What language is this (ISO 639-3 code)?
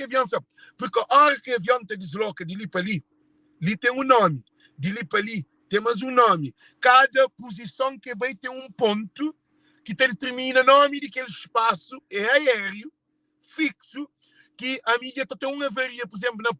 kea